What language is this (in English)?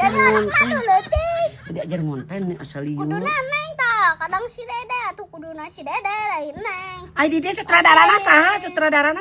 Sundanese